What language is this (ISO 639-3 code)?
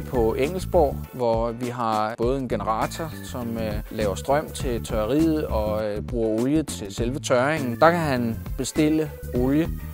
dan